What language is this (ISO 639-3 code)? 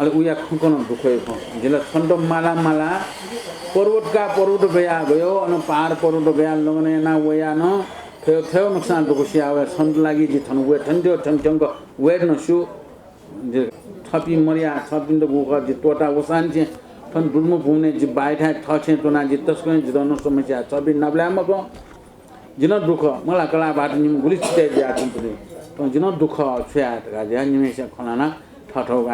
new